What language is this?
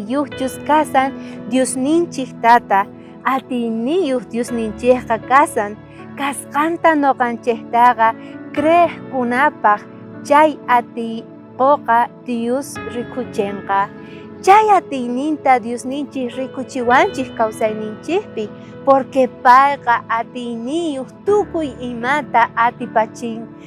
South Bolivian Quechua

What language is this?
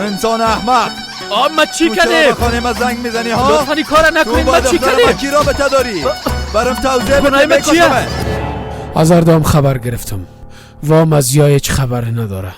Persian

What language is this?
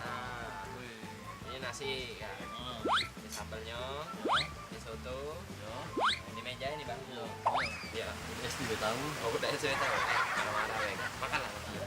Musi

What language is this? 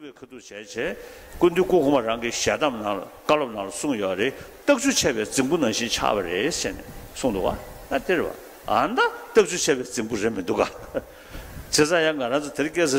Tibetan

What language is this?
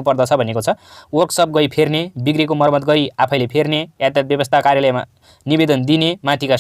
Nepali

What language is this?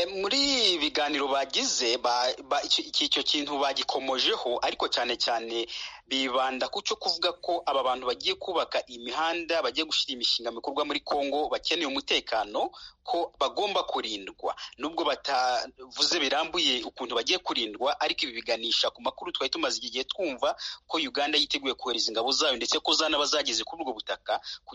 Kinyarwanda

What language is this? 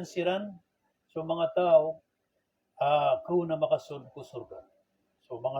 Maranao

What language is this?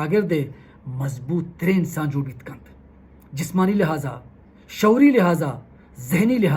Baluchi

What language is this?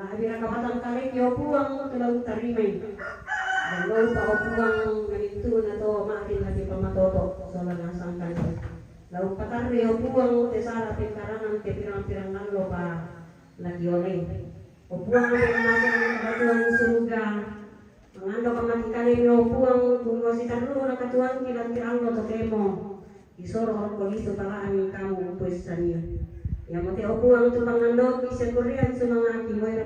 Toraja-Sa'dan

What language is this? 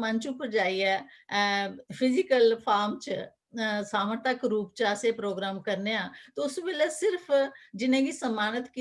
Dogri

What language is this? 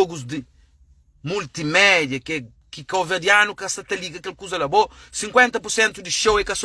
Kabuverdianu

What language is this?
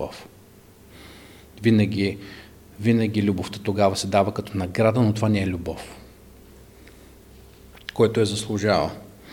Bulgarian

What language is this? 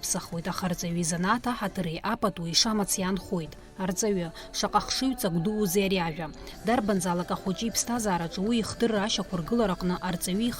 Abkhazian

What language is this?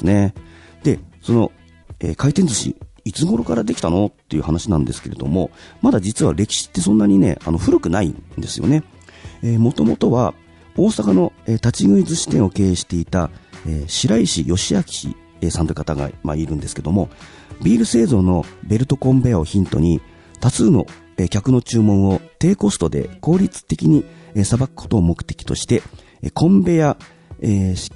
Japanese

